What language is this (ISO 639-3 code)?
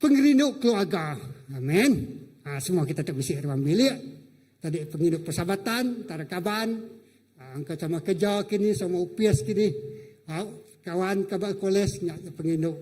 iba